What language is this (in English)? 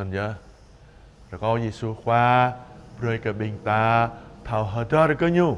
Jarai